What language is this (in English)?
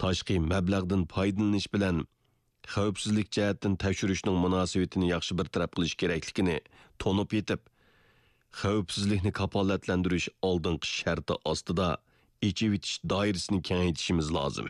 Uyghur